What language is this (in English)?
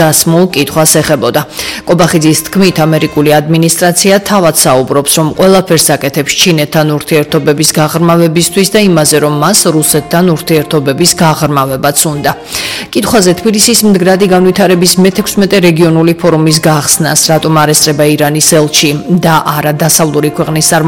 Georgian